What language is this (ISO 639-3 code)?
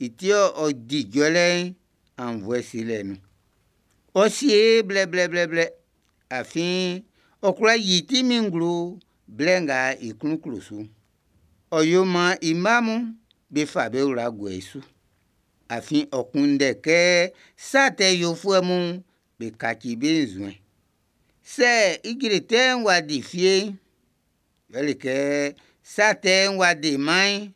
bci